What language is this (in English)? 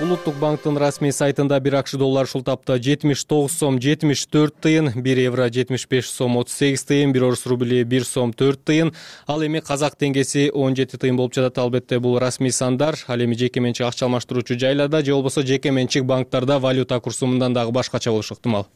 Kyrgyz